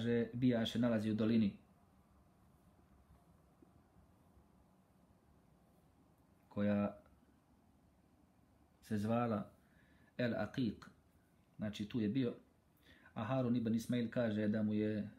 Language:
Bosnian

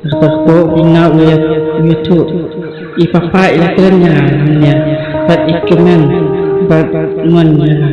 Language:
Khasi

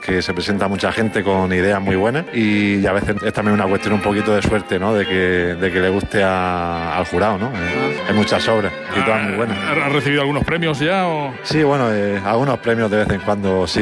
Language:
Spanish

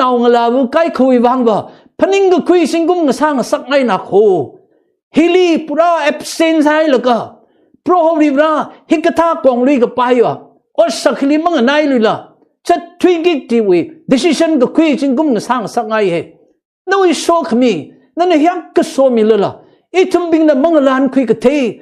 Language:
Tangkhul Naga (India)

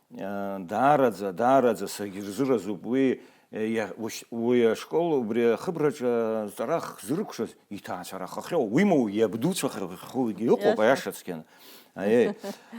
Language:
Abkhazian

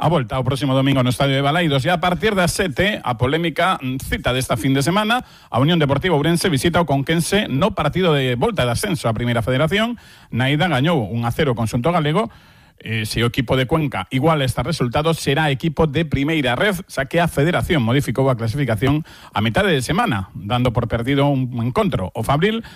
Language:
Galician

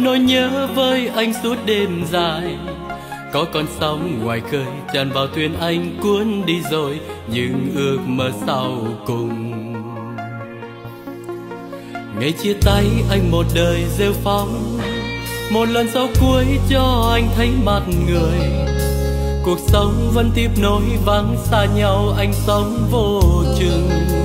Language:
Vietnamese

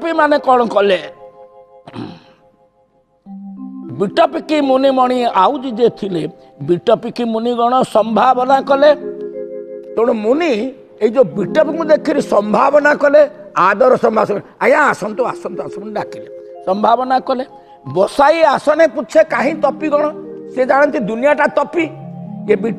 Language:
Odia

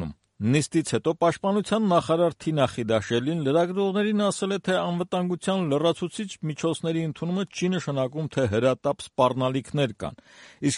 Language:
Armenian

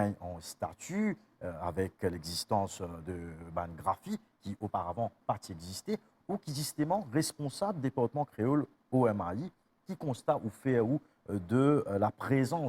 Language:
Morisyen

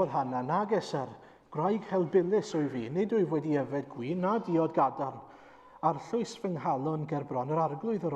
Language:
Welsh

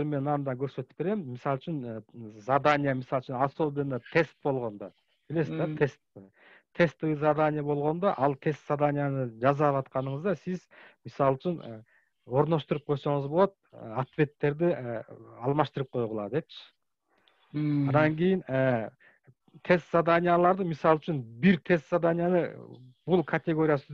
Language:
Kyrgyz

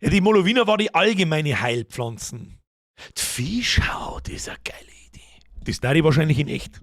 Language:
Bavarian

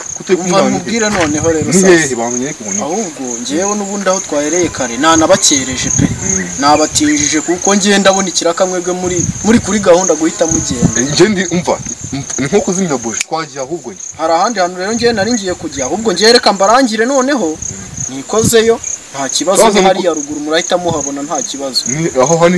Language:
Kinyarwanda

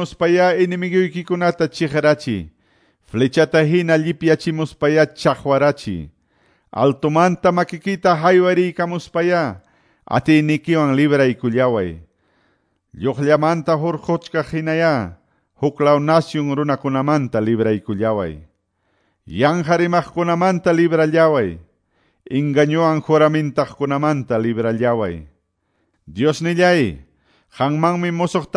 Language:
Quechua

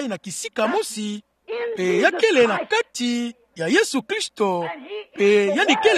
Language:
Kituba (Democratic Republic of Congo)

